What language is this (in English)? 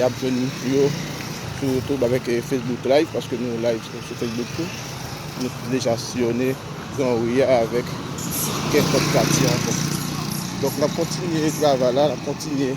Haitian Creole